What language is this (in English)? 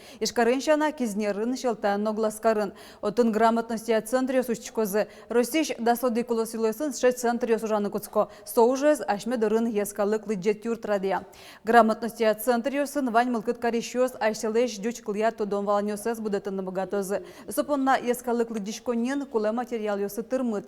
Udmurt